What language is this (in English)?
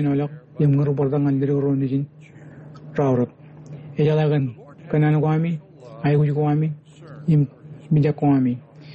Marshallese